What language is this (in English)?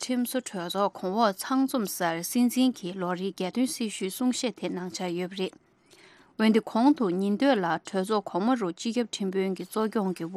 Tibetan